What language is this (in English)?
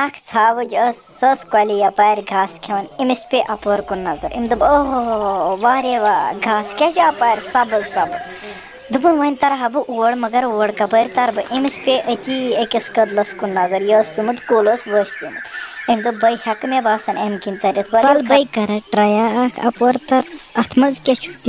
Kashmiri